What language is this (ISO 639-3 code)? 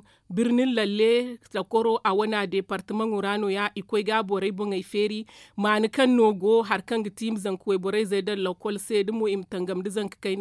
dje